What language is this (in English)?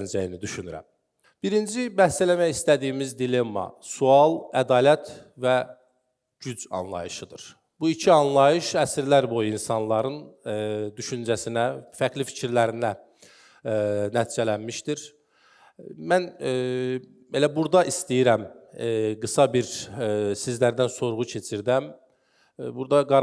Azerbaijani